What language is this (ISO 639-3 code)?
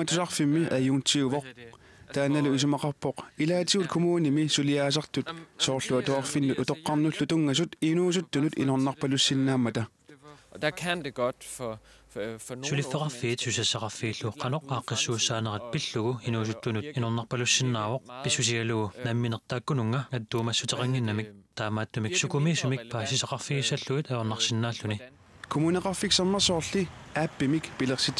kal